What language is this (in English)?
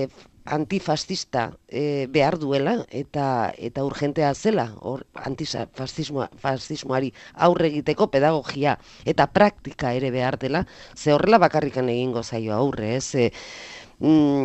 Basque